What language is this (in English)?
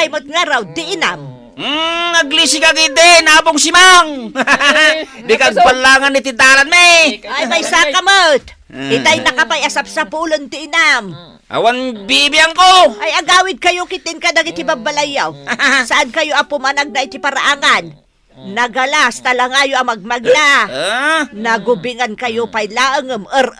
Iloko